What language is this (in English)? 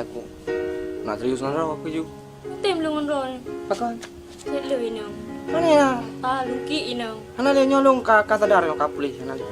Achinese